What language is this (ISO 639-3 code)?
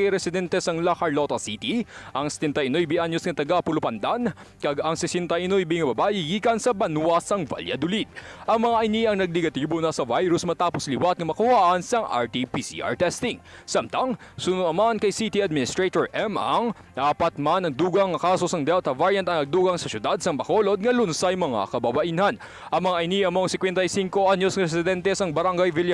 hil